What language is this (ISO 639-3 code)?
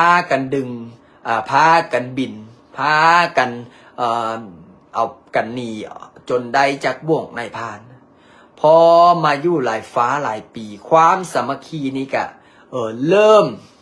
lao